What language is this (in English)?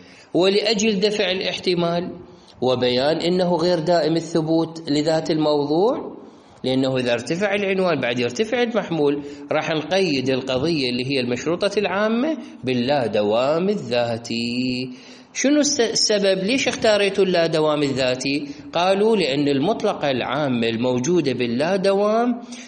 Mesopotamian Arabic